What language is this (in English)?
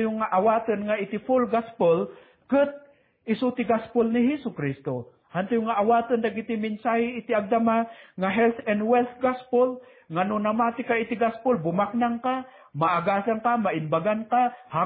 Iloko